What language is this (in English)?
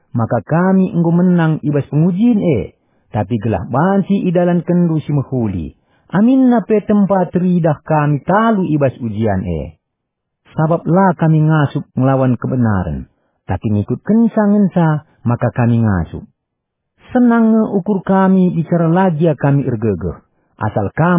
Batak Karo